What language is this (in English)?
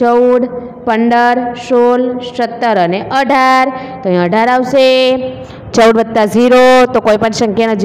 Gujarati